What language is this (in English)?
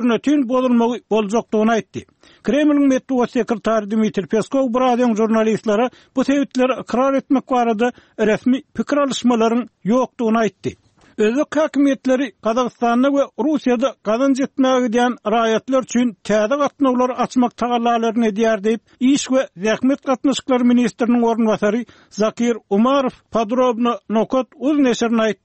Turkmen